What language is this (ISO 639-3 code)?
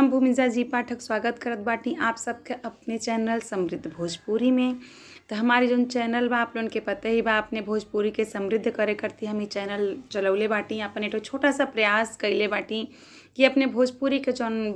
bho